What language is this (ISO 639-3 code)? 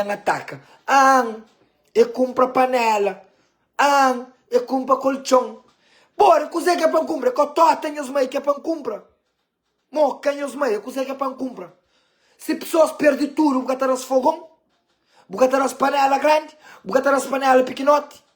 kea